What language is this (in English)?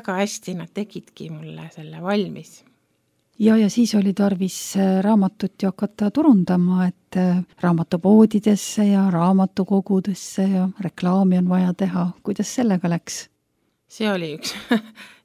Estonian